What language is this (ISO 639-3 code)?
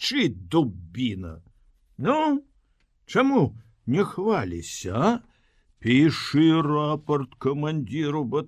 bel